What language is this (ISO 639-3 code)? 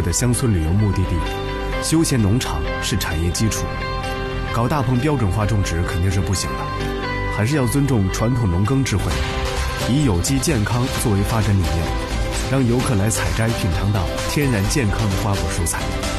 zho